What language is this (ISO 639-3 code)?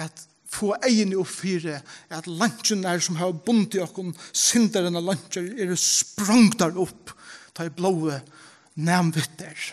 fao